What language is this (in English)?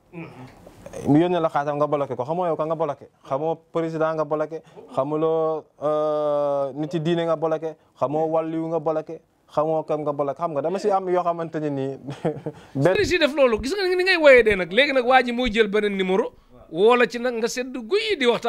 Wolof